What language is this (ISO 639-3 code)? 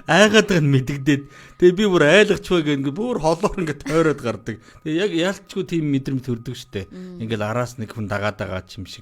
mon